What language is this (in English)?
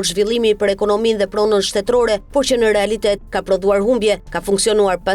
Albanian